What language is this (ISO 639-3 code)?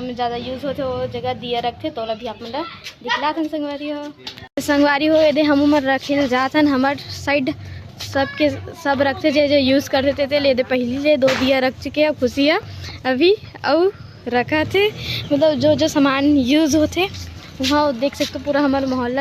hne